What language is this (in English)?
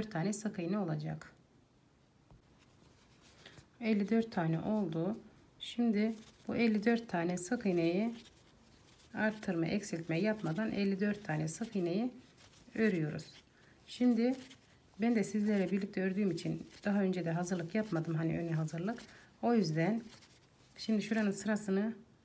Turkish